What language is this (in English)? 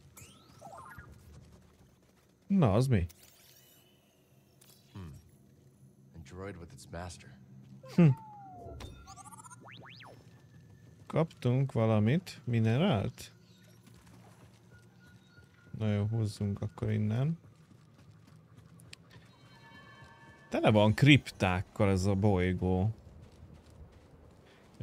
Hungarian